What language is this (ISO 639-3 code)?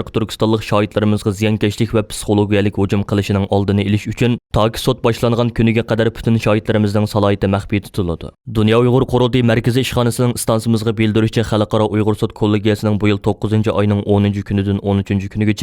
uig